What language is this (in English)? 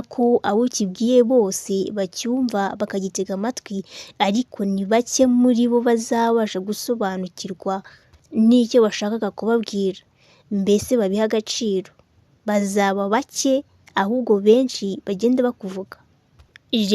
Kinyarwanda